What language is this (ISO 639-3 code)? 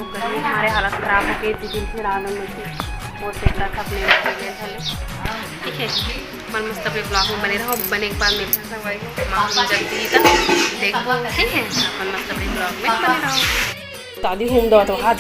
hne